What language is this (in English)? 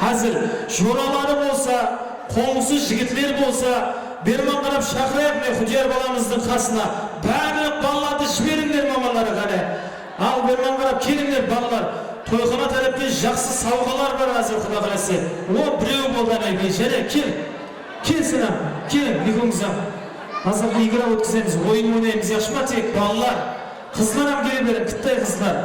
Kara-Kalpak